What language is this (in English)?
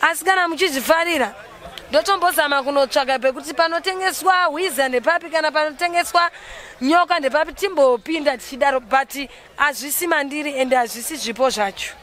Shona